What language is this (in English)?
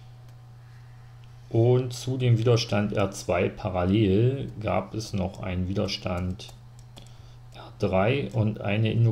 German